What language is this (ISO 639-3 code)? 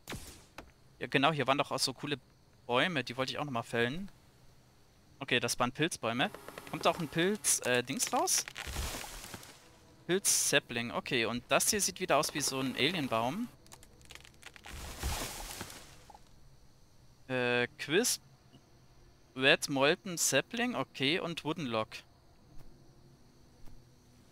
deu